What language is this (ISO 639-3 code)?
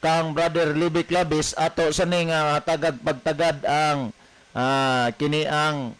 ceb